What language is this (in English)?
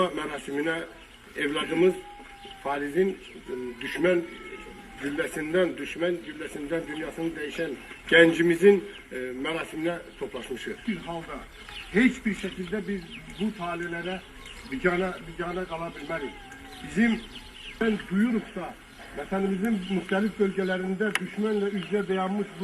Azerbaijani